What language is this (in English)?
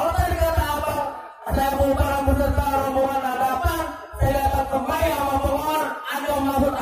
Betawi